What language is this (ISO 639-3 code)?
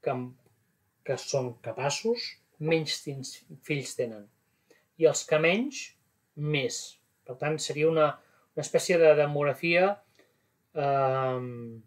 cat